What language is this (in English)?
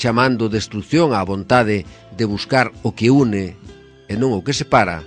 Galician